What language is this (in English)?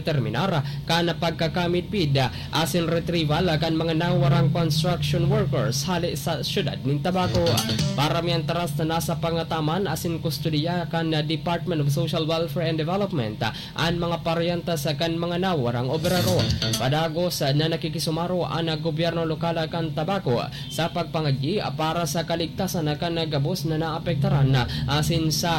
Bikol